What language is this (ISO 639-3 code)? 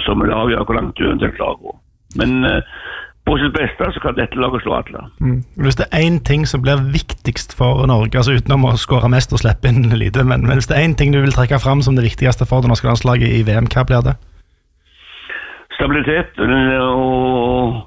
nor